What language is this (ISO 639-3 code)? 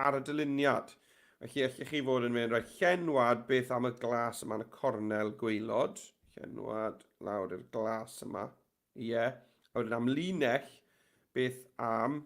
cym